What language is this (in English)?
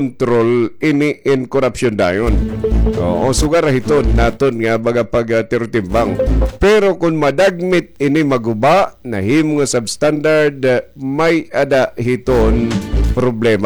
Waray